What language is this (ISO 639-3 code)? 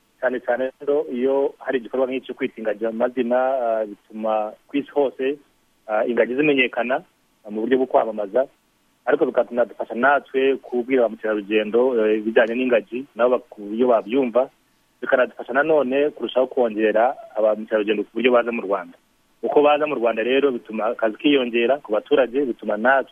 kin